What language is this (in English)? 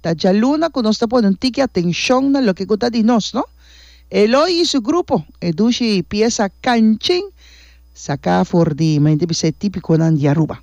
Papiamento